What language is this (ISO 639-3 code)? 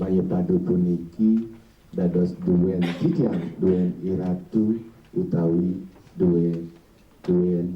ban